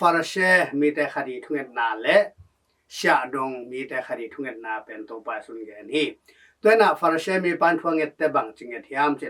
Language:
Tedim Chin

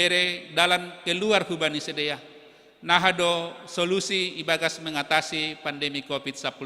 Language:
Batak Simalungun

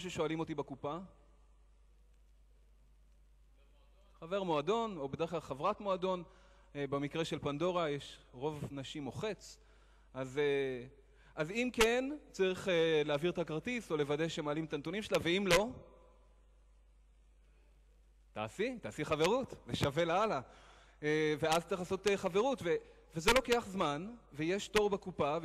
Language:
Hebrew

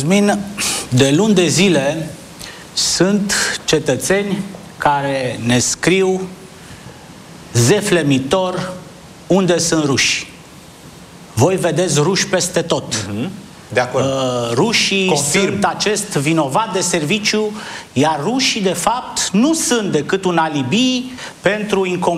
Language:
Romanian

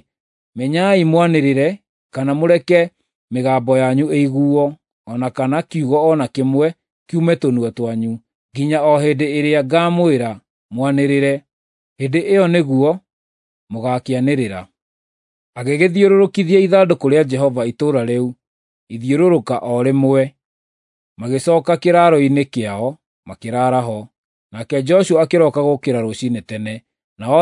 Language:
Kikuyu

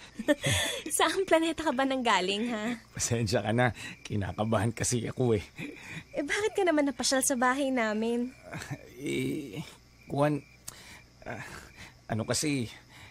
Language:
Filipino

